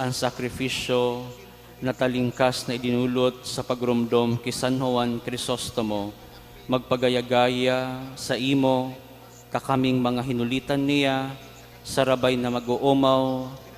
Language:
Bikol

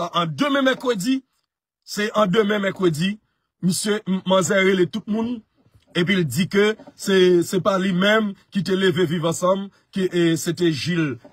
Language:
Haitian Creole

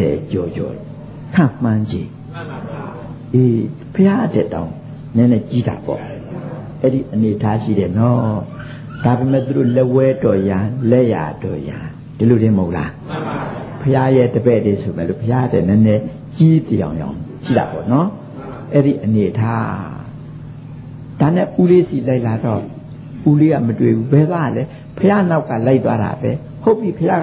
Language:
Burmese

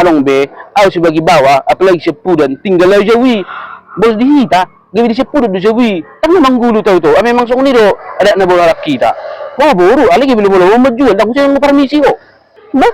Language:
Batak Toba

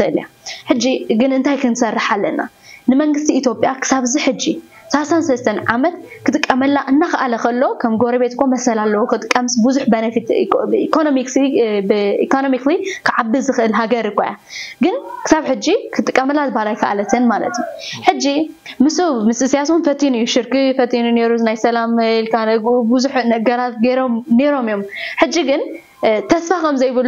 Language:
Tigrinya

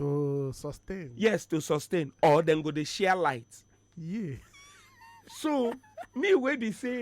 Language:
Nigerian Pidgin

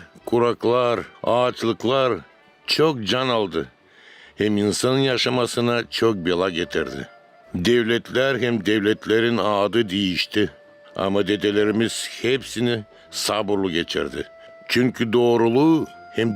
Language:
Gagauz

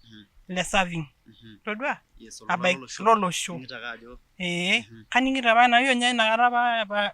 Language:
Masai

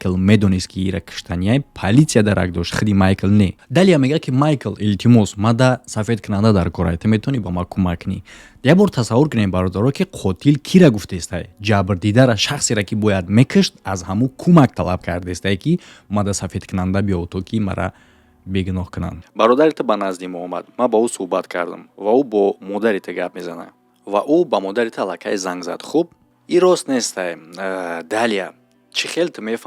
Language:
Tajik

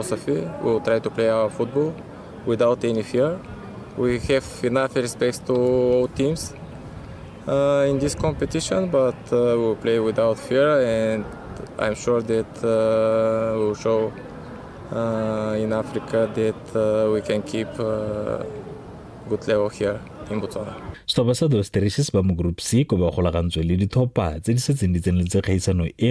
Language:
Tswana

